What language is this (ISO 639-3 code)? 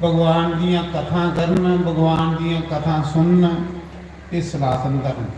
doi